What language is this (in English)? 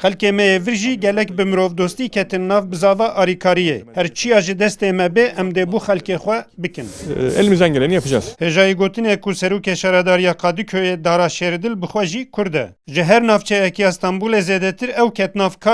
Kurdish